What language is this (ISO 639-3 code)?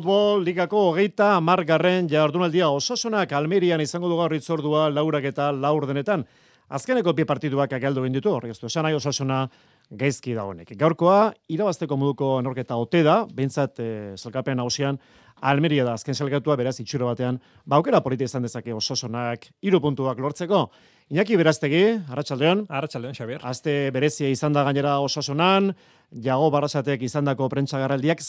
eus